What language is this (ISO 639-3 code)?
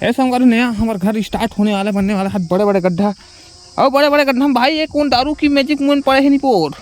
hne